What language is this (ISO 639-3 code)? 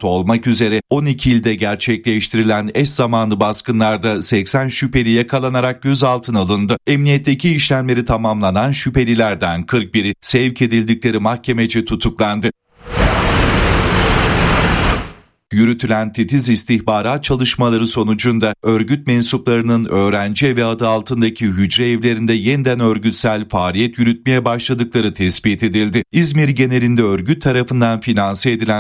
tur